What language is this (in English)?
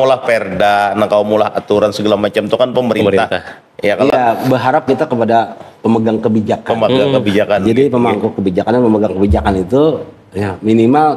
Banjar